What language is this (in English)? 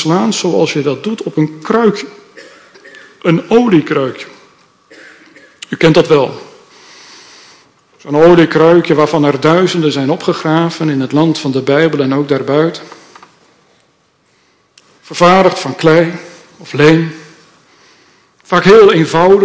Dutch